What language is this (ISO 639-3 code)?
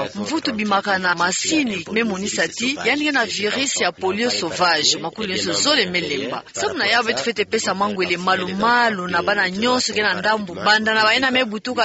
ktu